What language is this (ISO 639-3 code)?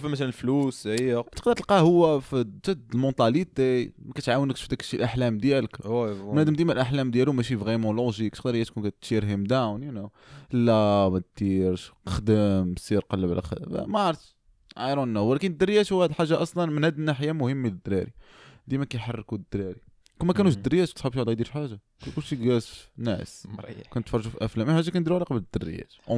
ary